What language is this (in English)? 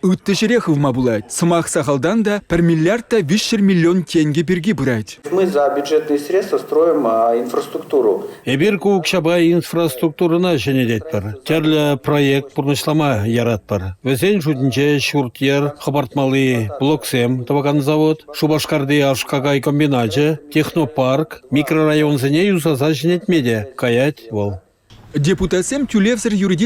Chuvash